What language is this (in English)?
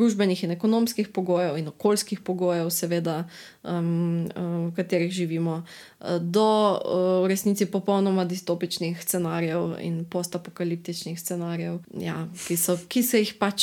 Slovenian